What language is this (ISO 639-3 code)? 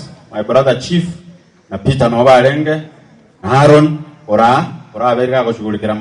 guz